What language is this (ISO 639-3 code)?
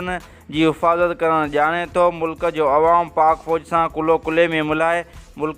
snd